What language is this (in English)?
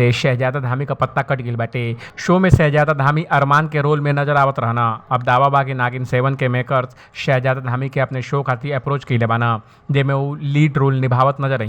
Bhojpuri